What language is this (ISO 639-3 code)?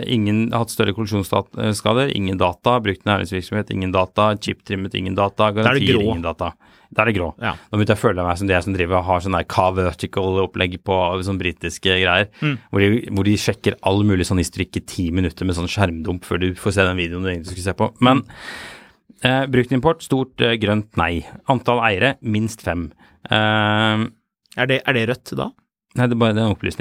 nor